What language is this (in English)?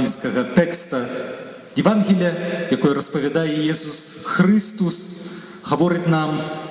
Belarusian